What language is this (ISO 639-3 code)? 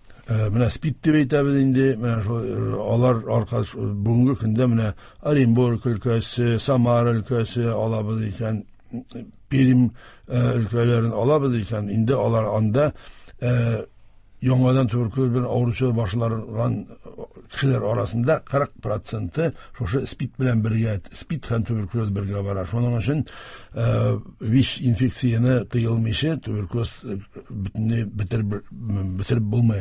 tat